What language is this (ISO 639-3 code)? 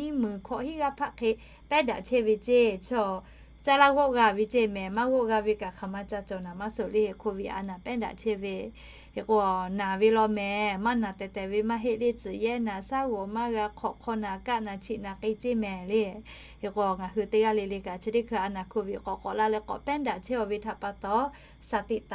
lhu